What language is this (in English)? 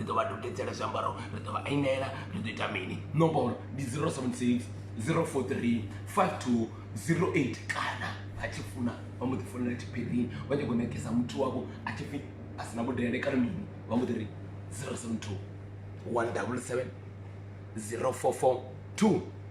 Venda